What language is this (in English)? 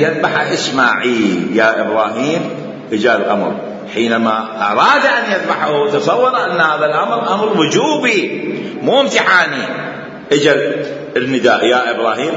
Mesopotamian Arabic